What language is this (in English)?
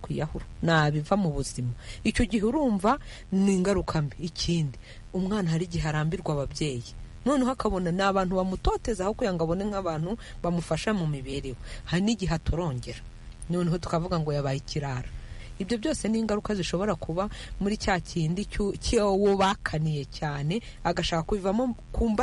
Kinyarwanda